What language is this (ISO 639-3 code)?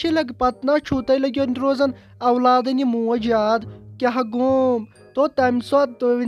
kas